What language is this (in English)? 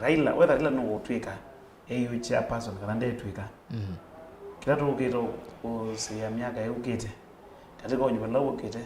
Kamba